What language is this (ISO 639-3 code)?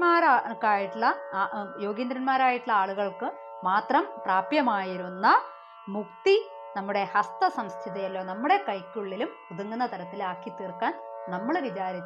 mal